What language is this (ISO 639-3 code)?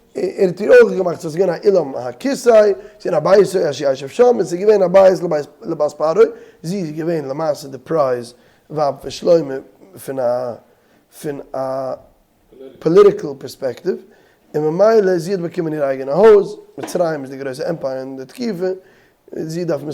yid